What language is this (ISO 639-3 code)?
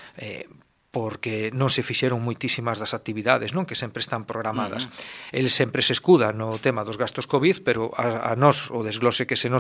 glg